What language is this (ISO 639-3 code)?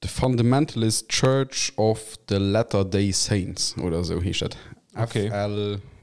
ltz